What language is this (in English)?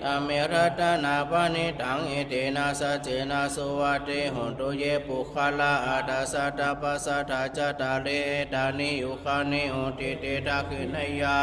Pali